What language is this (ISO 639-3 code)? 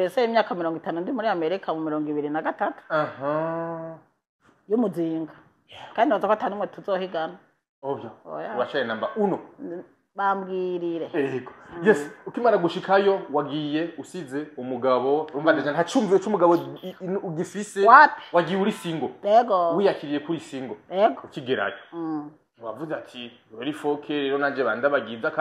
run